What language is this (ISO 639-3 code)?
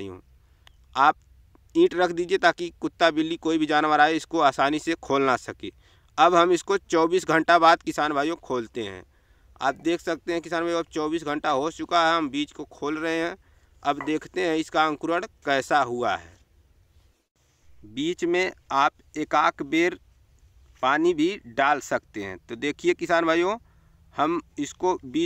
hin